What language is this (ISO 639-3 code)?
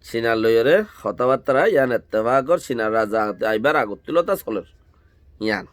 rhg